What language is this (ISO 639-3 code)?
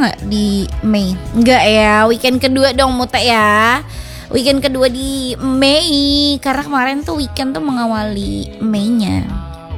ind